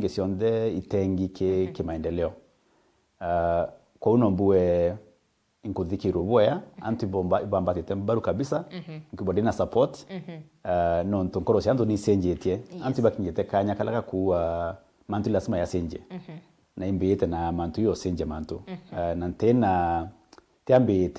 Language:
Meru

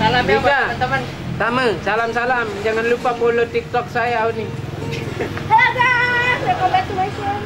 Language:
Sasak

